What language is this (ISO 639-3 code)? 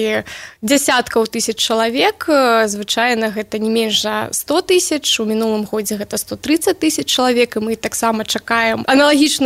bel